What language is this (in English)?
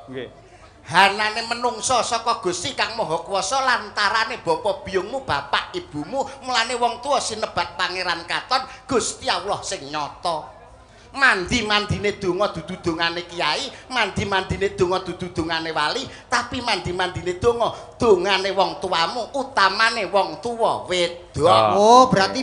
Javanese